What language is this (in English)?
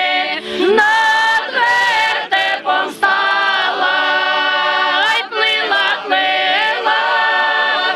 Ukrainian